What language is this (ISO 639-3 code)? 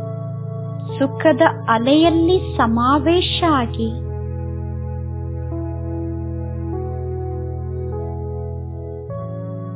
kan